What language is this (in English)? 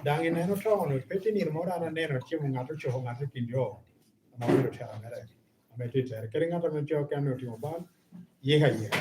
Lango (Uganda)